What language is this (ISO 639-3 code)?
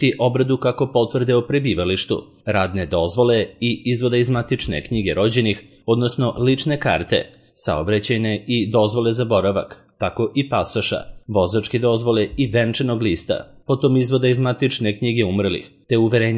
srp